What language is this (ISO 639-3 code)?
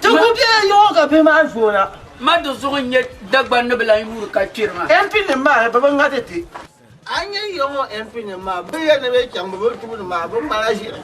dag